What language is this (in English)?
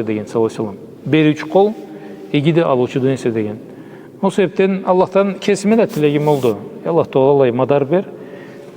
Karachay-Balkar